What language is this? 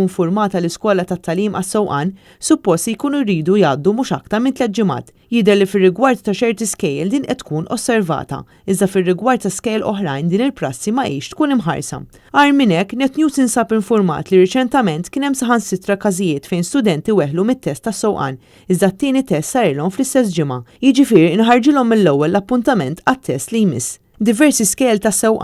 Maltese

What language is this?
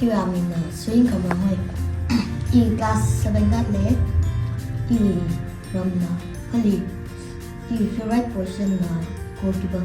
Tangkhul Naga (India)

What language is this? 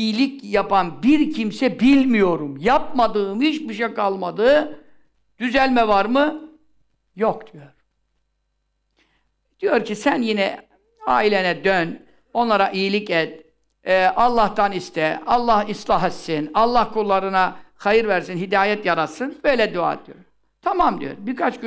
Turkish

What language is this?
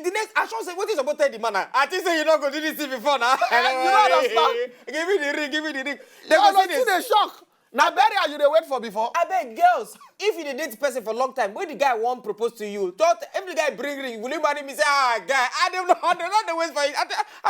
Nigerian Pidgin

